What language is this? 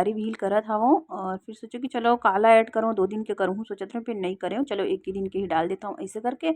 Chhattisgarhi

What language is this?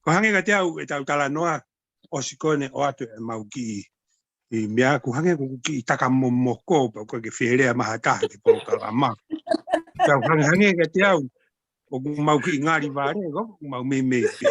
Tongan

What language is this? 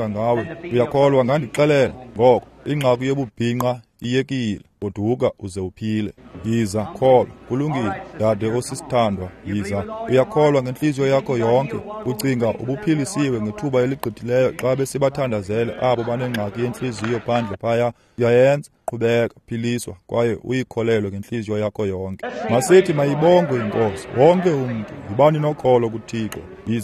Xhosa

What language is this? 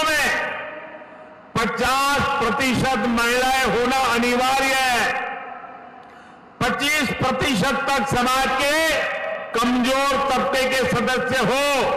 Hindi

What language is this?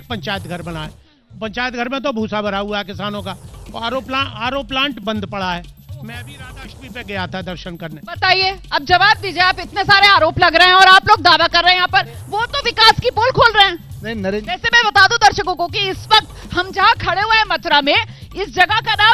Hindi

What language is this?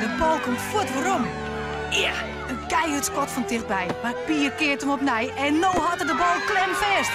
Western Frisian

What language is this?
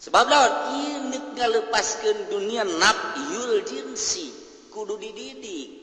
Sundanese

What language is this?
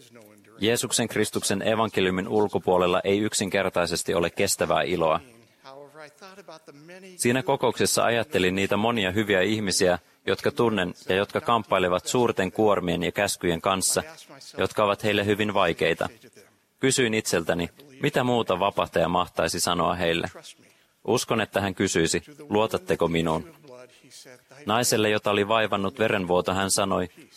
Finnish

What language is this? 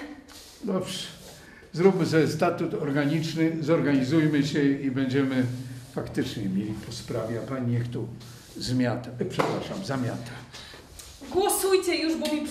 Silesian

